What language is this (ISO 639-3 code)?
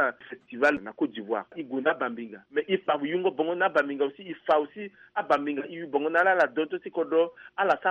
sag